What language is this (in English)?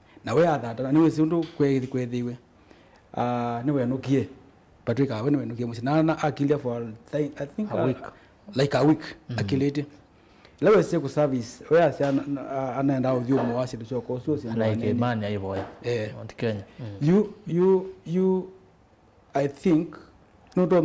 Kamba